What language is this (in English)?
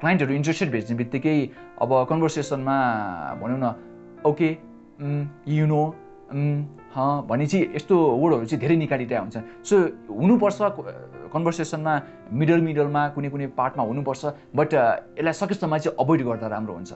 Nepali